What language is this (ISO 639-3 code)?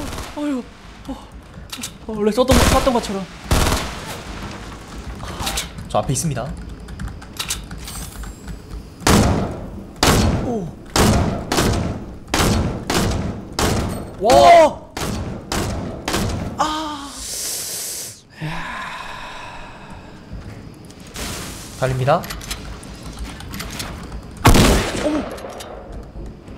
kor